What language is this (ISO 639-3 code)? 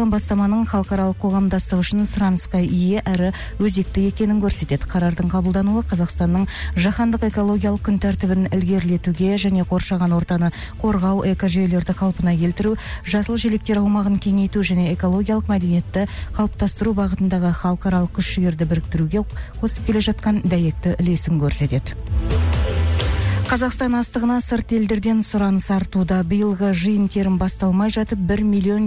kaz